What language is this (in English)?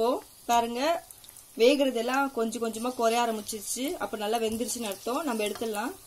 Tamil